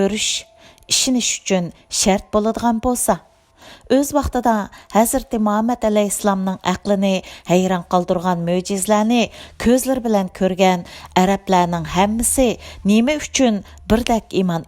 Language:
Uyghur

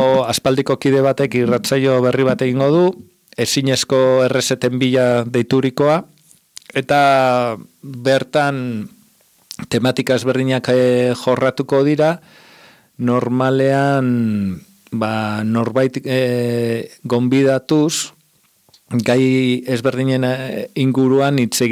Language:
Basque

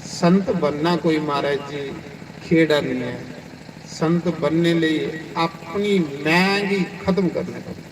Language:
Dogri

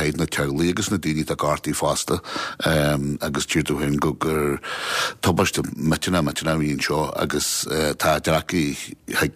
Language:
Irish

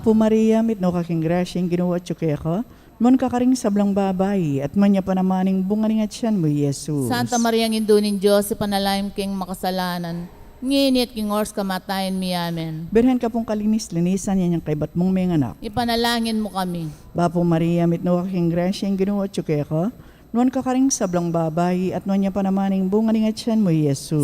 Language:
Pampanga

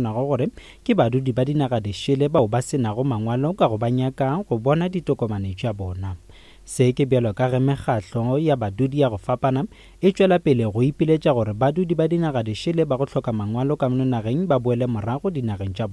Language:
Northern Sotho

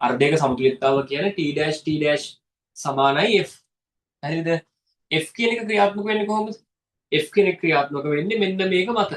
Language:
Sinhala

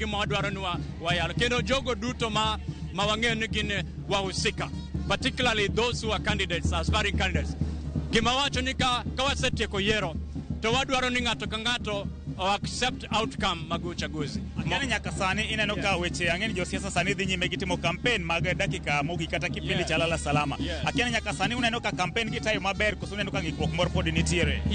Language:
Luo (Kenya and Tanzania)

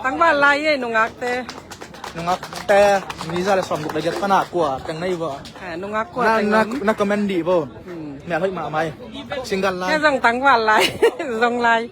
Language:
Tedim Chin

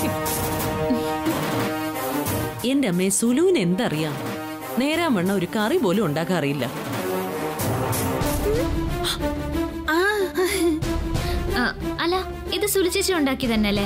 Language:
Malayalam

